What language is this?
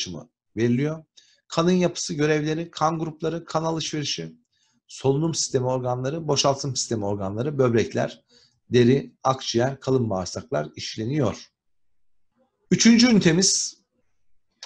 Turkish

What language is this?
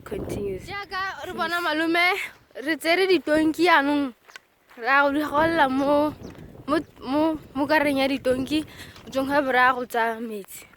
Tswana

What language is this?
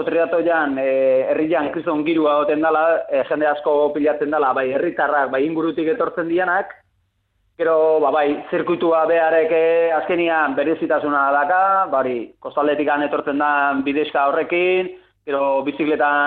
Basque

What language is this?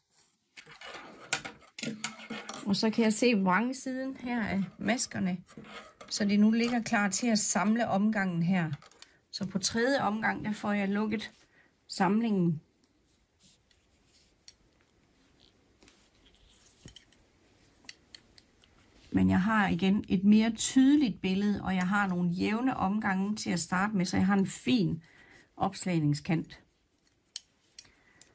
Danish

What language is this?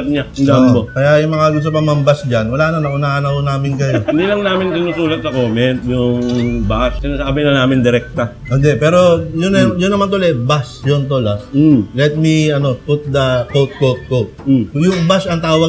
Filipino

